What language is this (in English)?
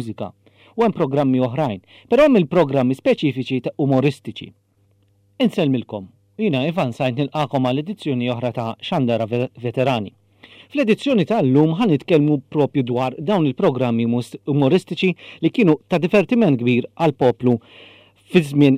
Maltese